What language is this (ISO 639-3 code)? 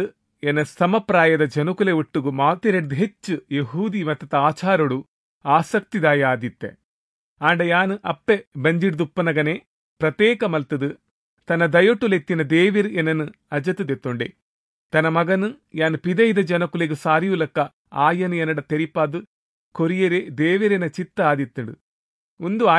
tcy